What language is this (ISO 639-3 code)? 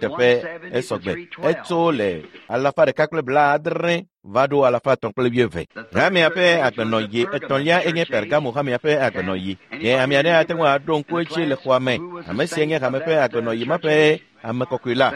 ewe